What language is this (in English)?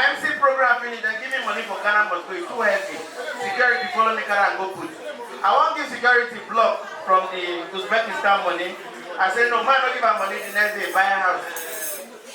Nigerian Pidgin